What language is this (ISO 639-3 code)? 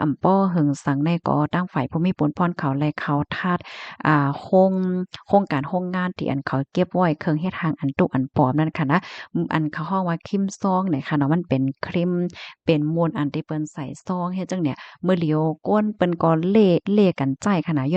shn